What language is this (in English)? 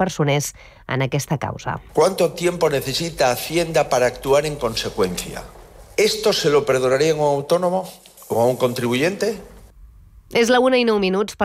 Catalan